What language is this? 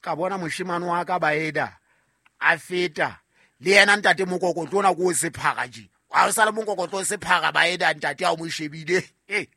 Southern Sotho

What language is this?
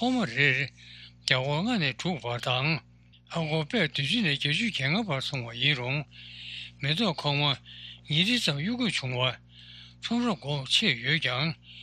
Tibetan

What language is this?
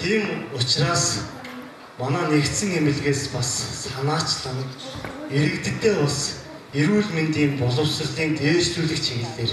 Mongolian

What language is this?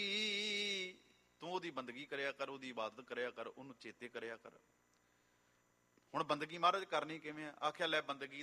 Punjabi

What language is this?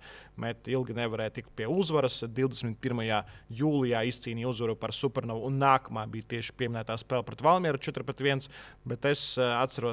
Latvian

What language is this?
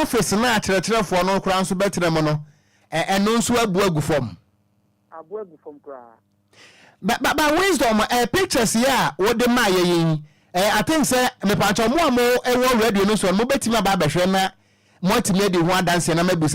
Akan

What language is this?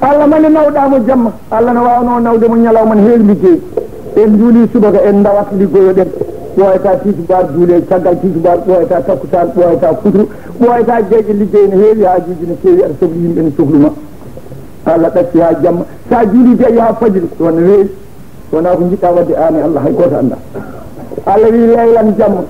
Fula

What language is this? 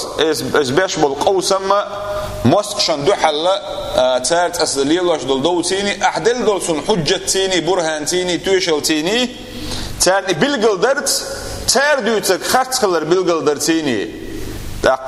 Chechen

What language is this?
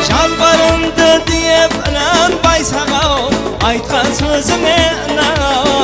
Kara-Kalpak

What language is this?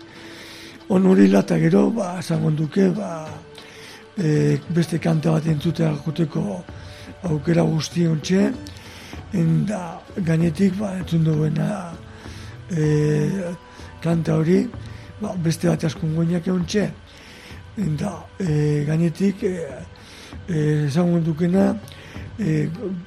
Basque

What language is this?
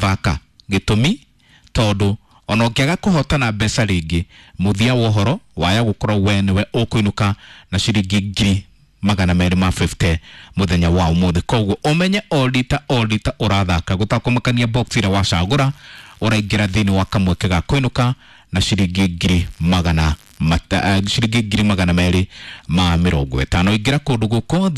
Kikuyu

